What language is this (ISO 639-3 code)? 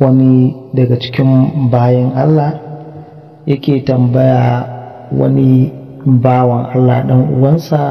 hau